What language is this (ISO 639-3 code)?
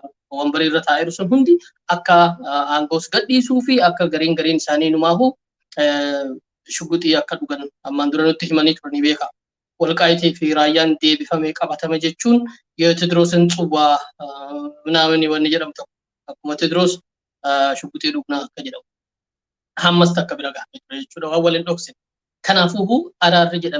orm